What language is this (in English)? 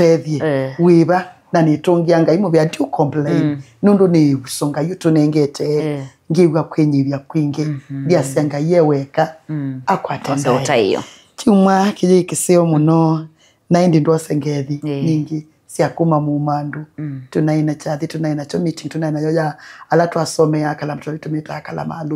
Kamba